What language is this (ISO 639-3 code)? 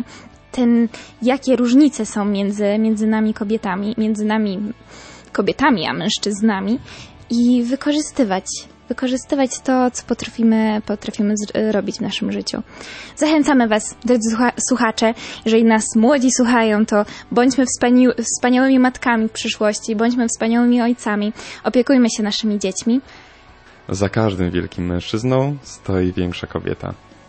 pol